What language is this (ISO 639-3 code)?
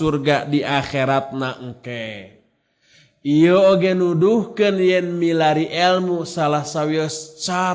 sun